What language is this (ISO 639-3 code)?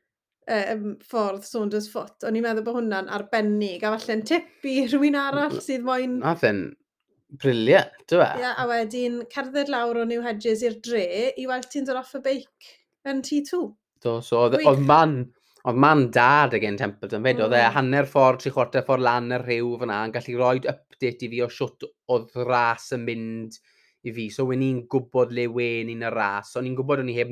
cym